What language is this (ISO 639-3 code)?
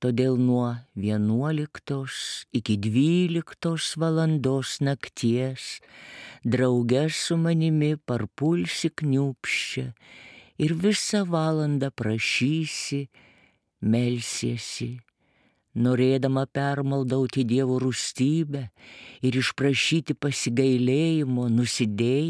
lit